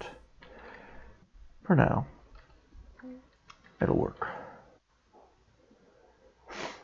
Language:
English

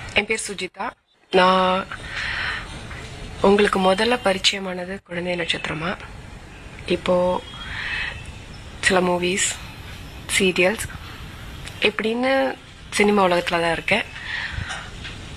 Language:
Tamil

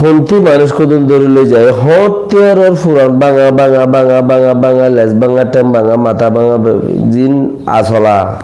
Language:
Rohingya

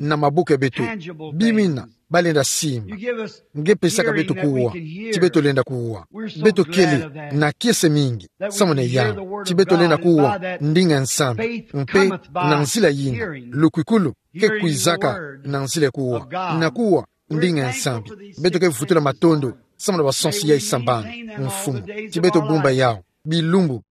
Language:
Kituba (Democratic Republic of Congo)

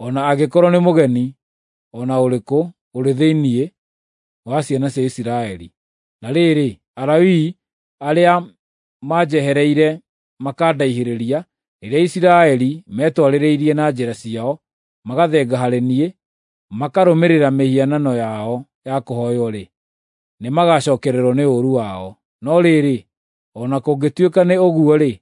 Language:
Kikuyu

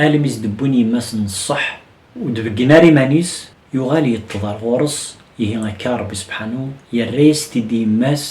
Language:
Kabyle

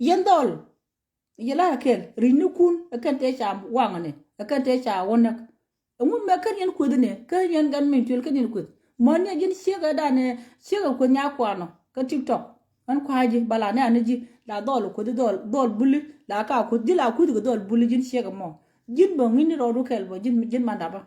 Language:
Nuer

